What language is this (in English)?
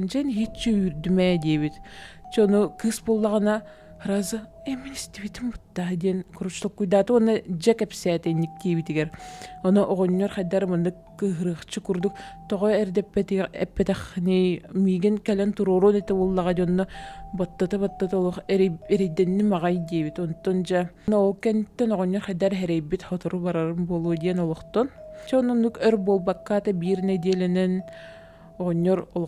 Yakut